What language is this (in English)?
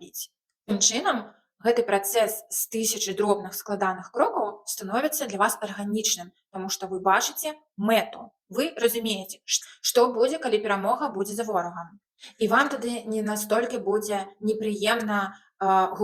Belarusian